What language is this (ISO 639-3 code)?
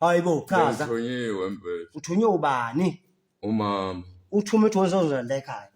zul